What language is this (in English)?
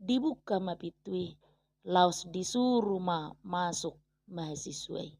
Batak Toba